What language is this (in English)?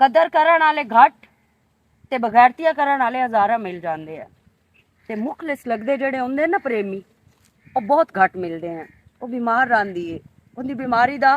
Western Panjabi